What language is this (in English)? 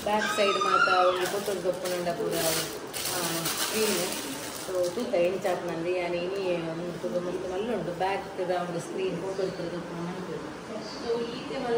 Tulu